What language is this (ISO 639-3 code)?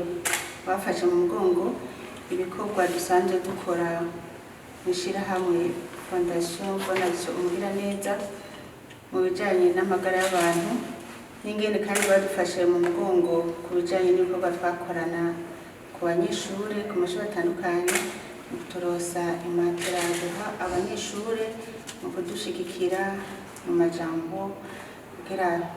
run